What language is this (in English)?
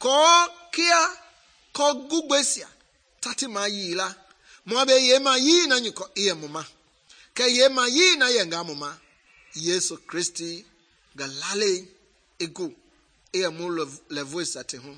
Mende